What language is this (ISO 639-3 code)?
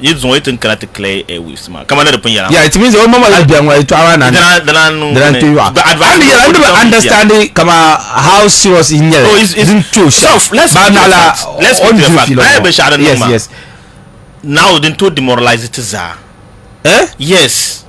dag